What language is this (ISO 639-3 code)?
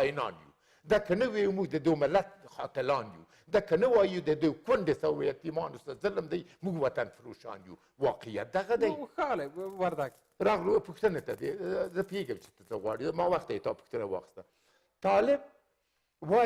pus